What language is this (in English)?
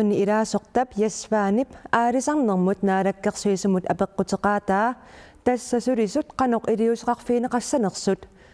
Kalaallisut